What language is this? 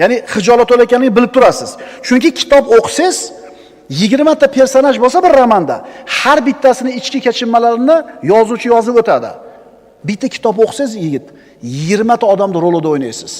Uzbek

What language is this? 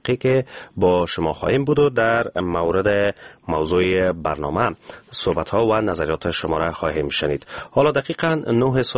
Persian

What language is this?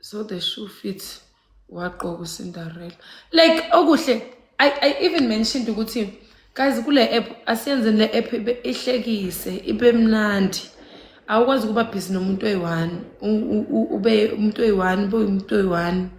Zulu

